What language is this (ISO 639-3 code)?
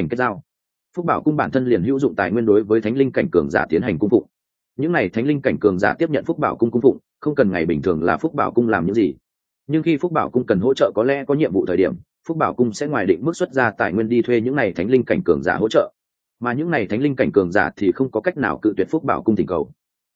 vie